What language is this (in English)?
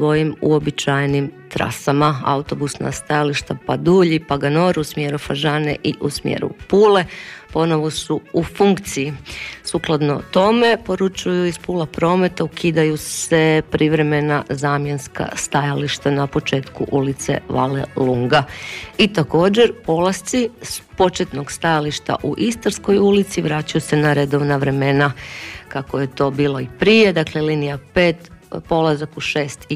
Croatian